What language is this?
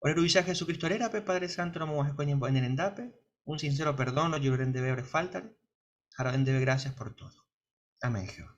Guarani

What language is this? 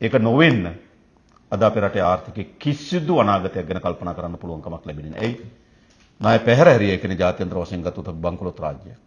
Sinhala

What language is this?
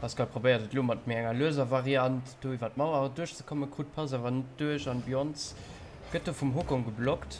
Luxembourgish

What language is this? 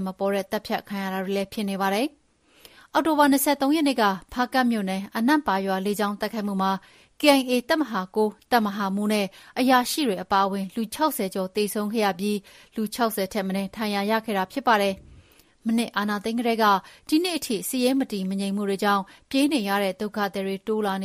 Burmese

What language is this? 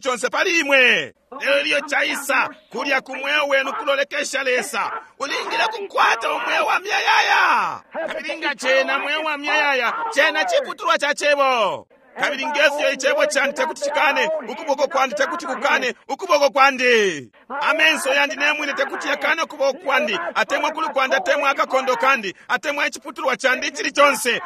Bemba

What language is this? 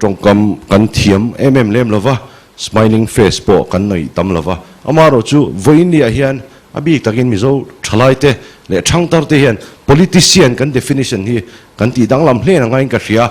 Mizo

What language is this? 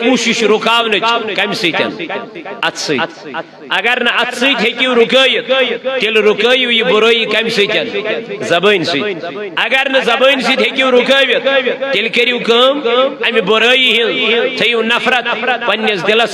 Kashmiri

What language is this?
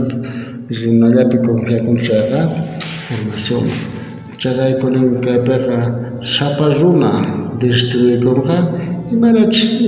South Bolivian Quechua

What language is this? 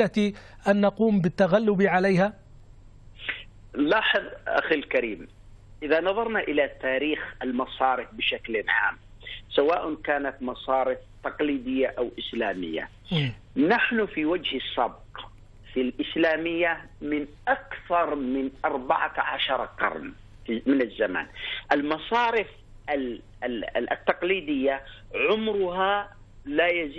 Arabic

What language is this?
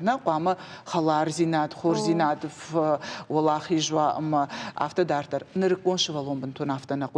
Ossetic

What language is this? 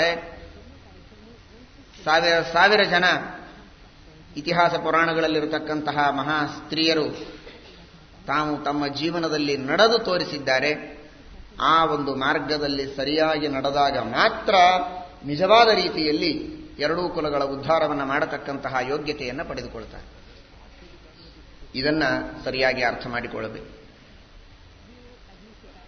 Kannada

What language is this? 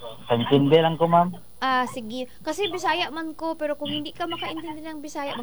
Cebuano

